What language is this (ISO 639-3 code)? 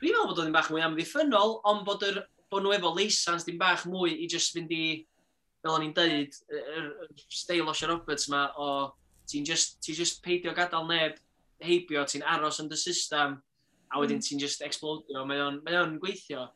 cym